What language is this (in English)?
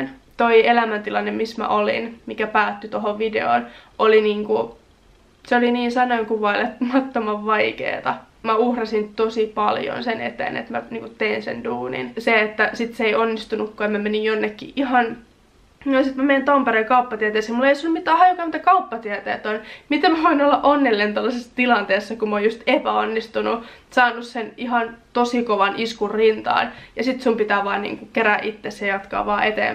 Finnish